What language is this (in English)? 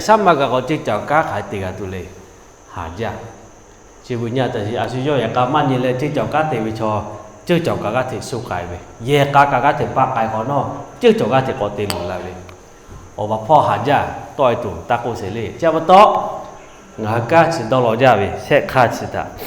Lahu